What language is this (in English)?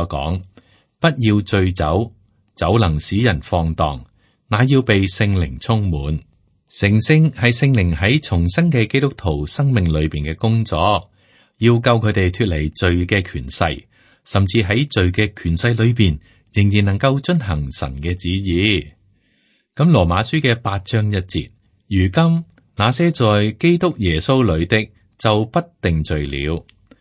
Cantonese